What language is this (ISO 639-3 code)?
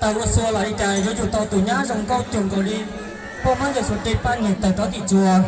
hmn